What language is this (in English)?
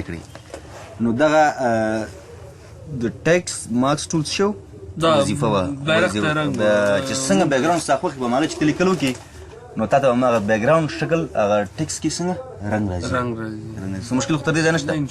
Pashto